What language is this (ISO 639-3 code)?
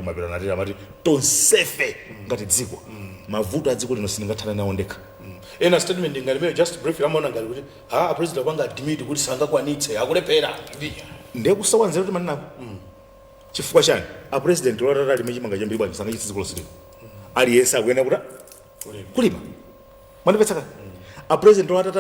nya